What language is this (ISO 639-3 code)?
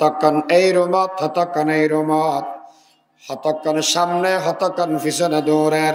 rhg